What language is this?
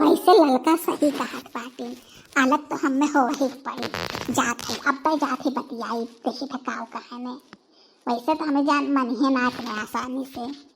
Bhojpuri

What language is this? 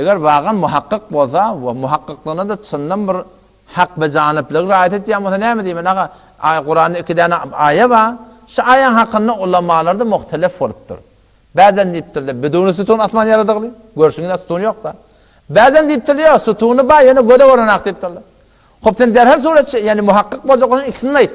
Turkmen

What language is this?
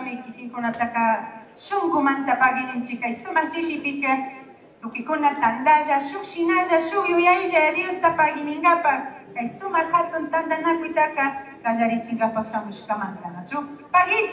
Chimborazo Highland Quichua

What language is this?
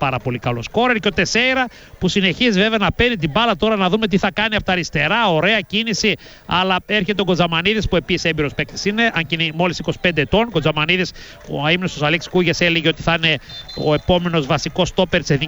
Greek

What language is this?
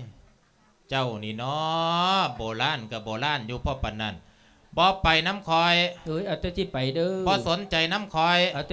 Lao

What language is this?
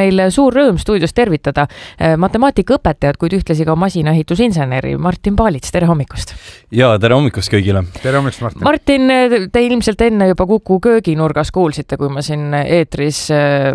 Estonian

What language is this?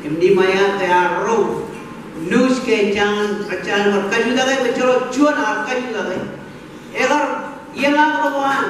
Marshallese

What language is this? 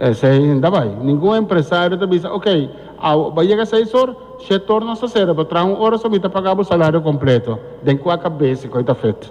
Papiamento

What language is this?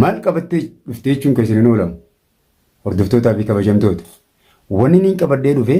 Oromo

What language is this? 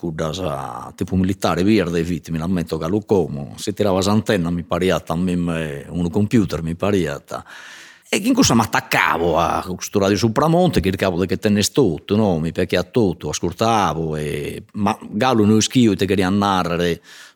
Sardinian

